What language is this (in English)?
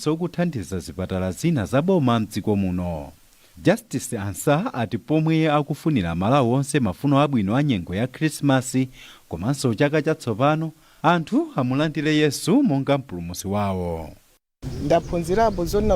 Nyanja